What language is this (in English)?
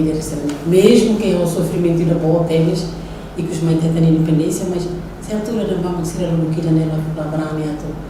Tetum